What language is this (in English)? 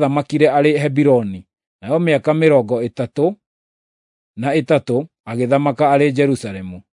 Kikuyu